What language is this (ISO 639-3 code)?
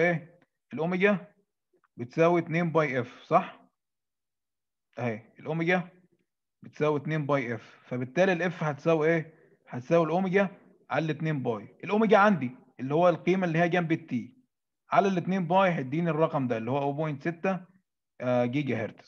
arz